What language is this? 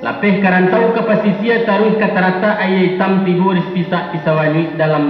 Minangkabau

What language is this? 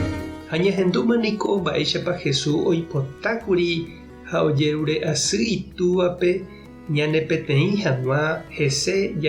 Guarani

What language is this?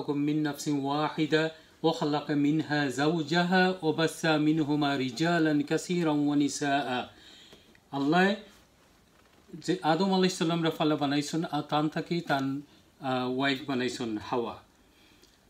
Sylheti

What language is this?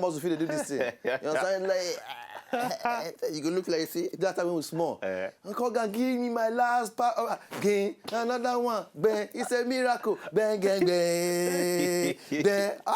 Nigerian Pidgin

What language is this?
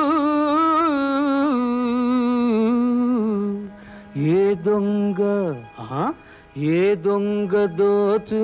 Telugu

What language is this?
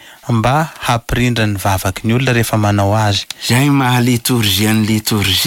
Malagasy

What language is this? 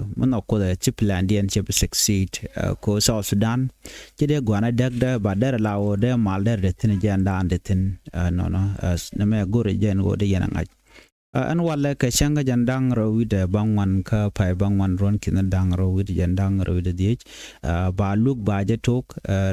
Nuer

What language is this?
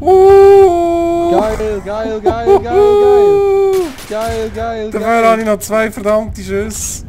Swiss German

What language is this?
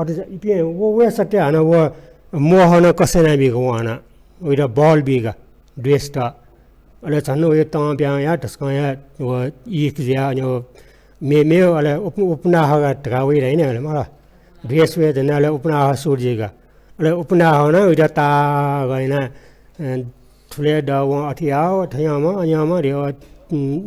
Newari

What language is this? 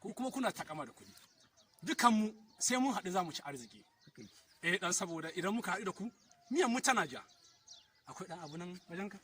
Hausa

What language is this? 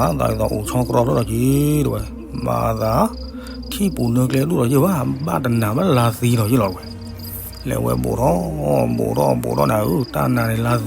S'gaw Karen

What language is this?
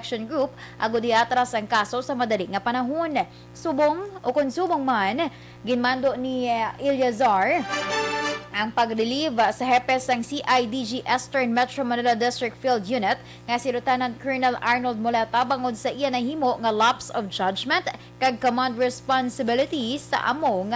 Hiligaynon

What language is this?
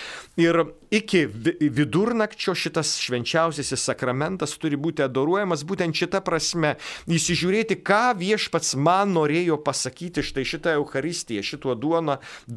Lithuanian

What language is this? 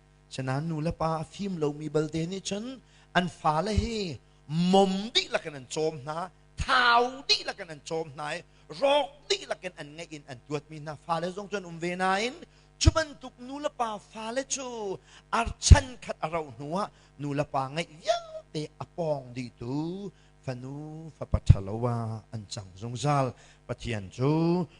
Hakha Chin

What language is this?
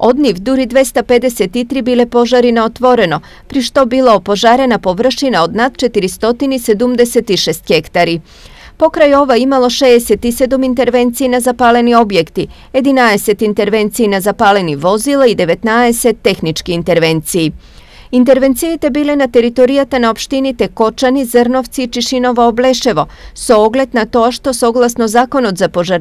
Macedonian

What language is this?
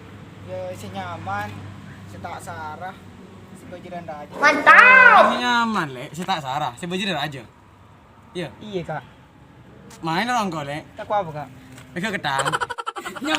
Madurese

